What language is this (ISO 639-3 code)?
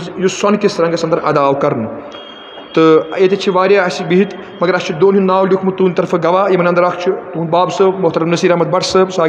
kas